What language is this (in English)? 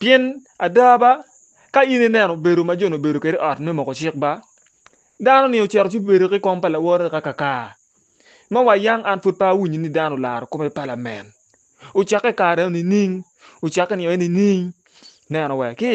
Acoli